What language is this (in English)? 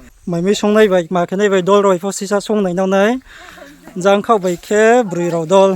Riang (India)